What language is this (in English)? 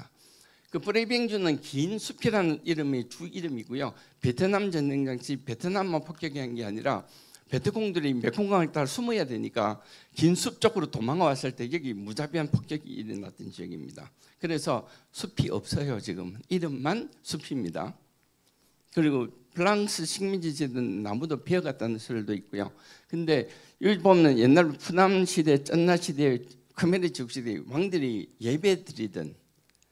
Korean